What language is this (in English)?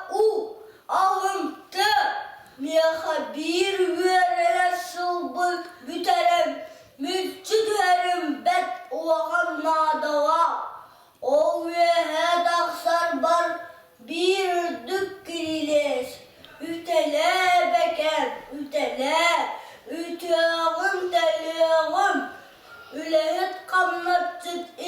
Yakut